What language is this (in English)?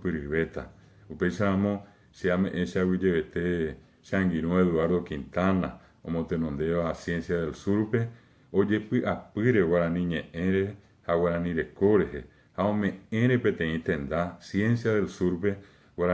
Guarani